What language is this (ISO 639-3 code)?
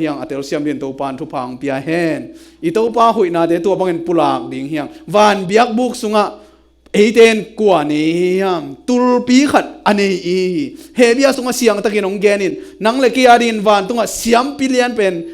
ctd